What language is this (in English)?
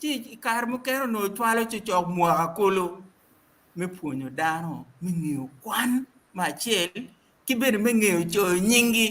Acoli